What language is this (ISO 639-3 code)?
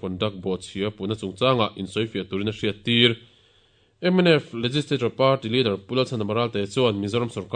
lus